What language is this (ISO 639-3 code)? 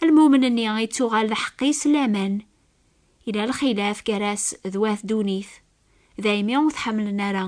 kab